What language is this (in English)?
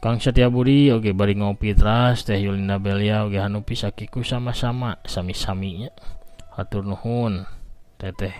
Sundanese